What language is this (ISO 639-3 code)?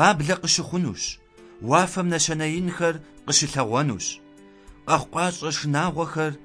kbd